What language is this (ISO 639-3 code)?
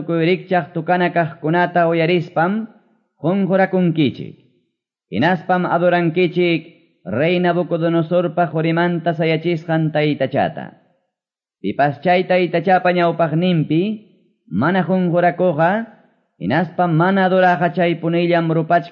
que